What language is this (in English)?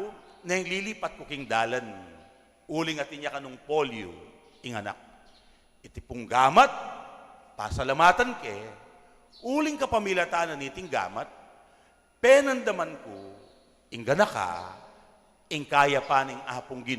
Pampanga